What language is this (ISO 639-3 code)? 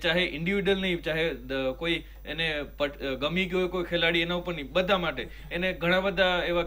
guj